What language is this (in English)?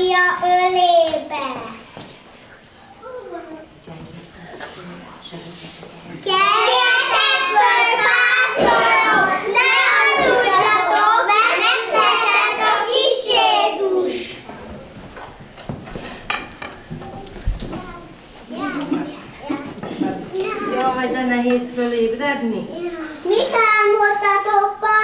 Hungarian